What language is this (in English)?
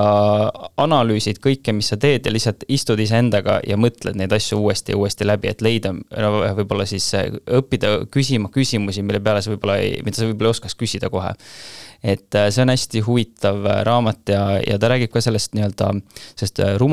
Estonian